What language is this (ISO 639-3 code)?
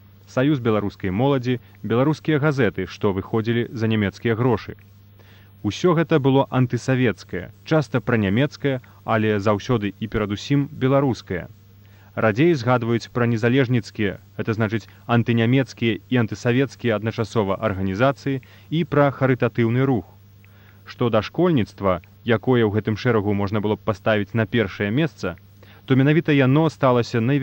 bel